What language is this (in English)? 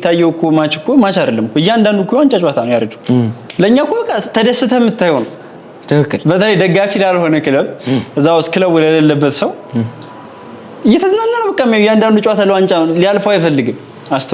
Amharic